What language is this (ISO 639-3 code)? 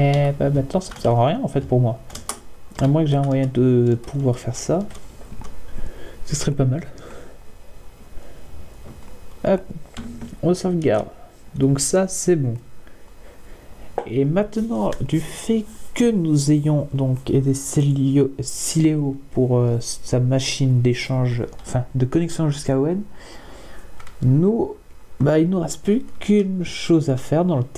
fra